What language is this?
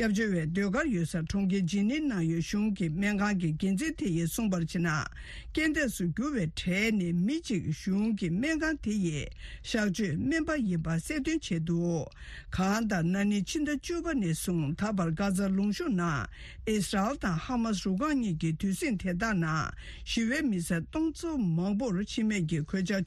Tibetan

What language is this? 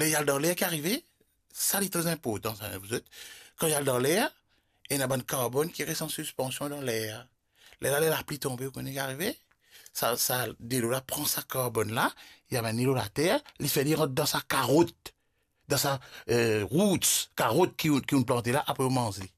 Morisyen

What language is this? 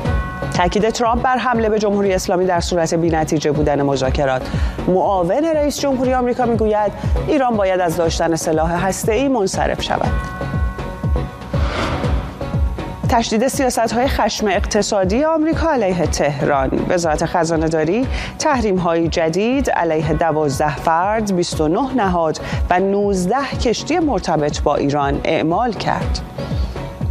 Persian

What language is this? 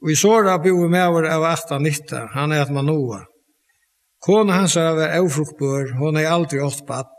Faroese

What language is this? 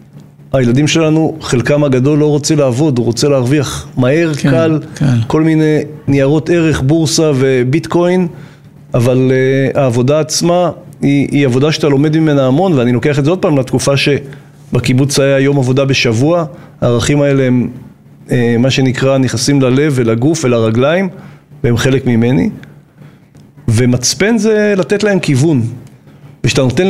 Hebrew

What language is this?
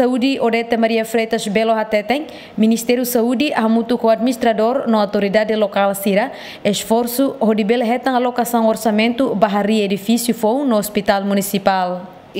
Tetum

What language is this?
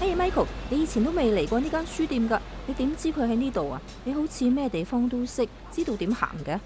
Cantonese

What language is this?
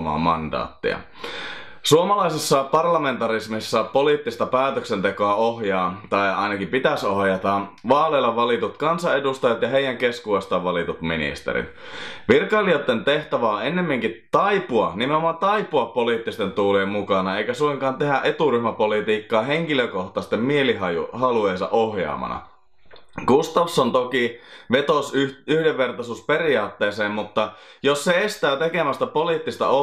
Finnish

